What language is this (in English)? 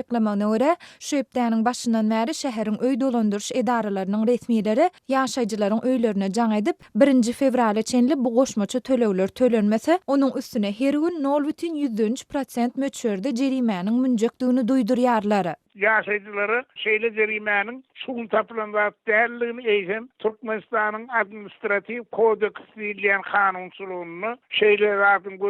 Turkmen